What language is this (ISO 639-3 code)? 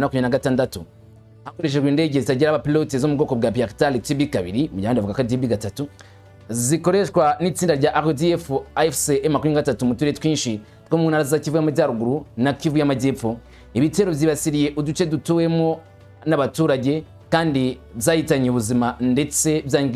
kin